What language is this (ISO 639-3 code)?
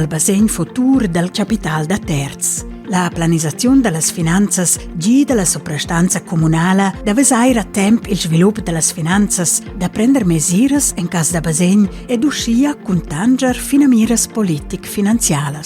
roh